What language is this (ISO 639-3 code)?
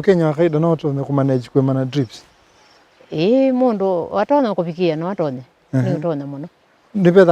kam